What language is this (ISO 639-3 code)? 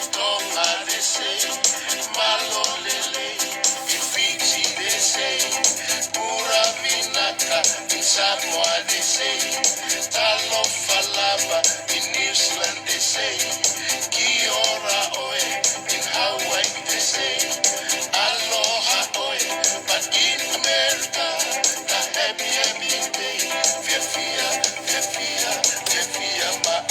ton